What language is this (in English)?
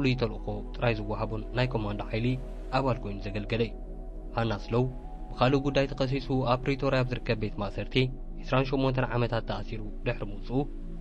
Tigrinya